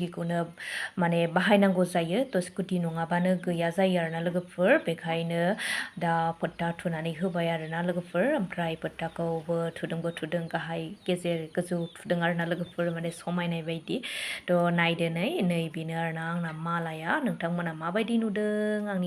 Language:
Bodo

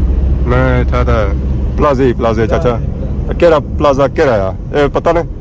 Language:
Pahari-Potwari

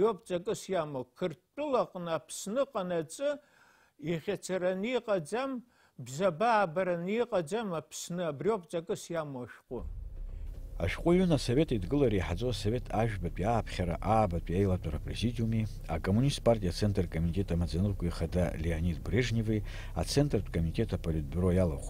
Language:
Abkhazian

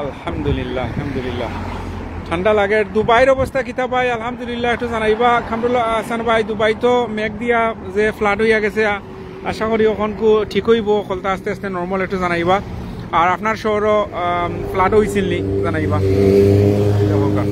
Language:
Sylheti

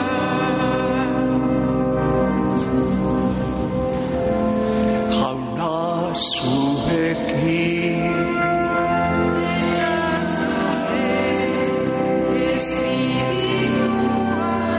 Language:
Basque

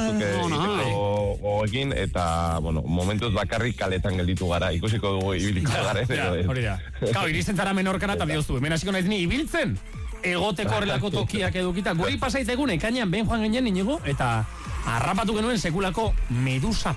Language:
Basque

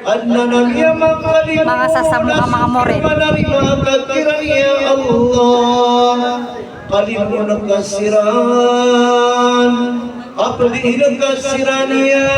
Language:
Maranao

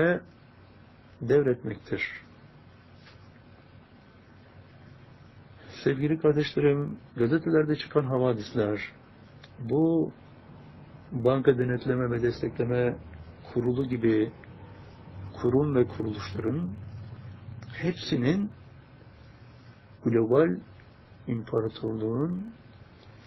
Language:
Turkish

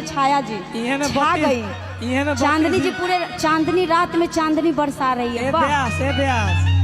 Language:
Maithili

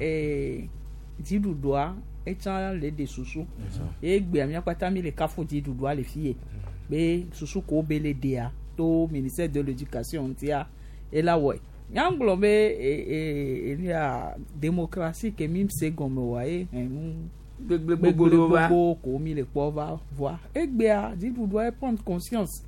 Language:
Gen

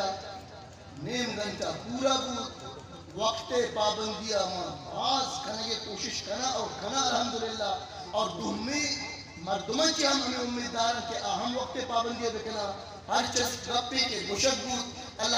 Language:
Eastern Balochi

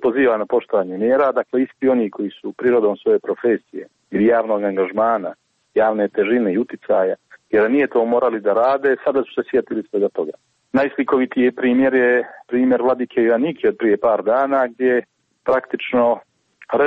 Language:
Serbian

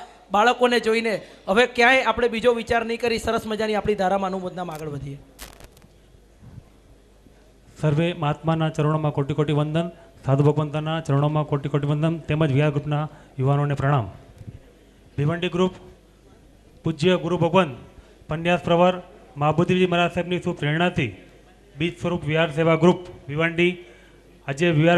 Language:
Gujarati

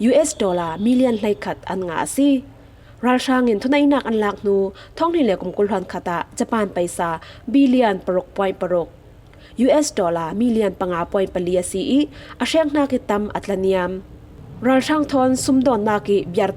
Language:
Falam Chin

